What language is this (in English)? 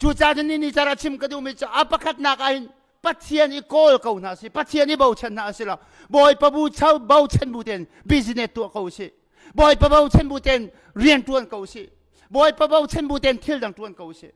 Hakha Chin